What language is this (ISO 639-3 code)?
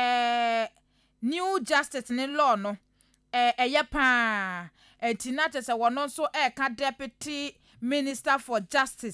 aka